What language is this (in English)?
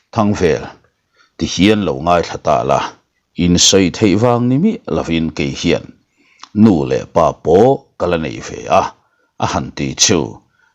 Mizo